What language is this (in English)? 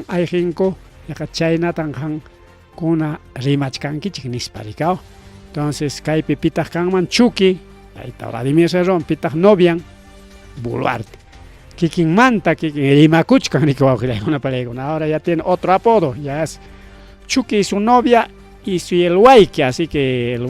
Ayacucho Quechua